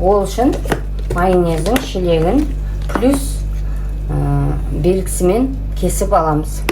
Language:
Kazakh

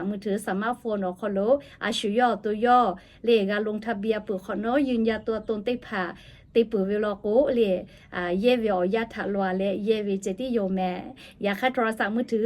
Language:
Lahu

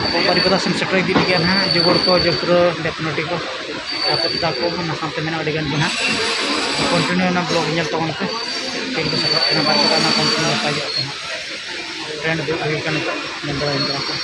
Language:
Santali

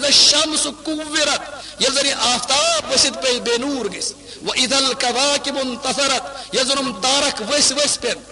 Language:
Kashmiri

